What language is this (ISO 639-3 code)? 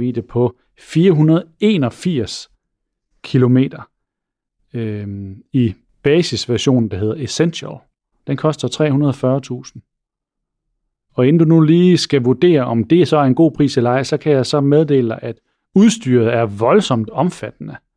dan